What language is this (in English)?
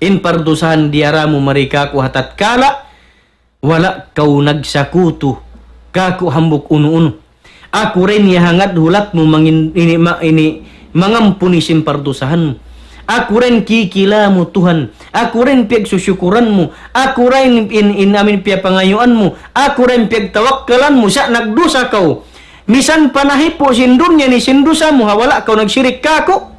Tausug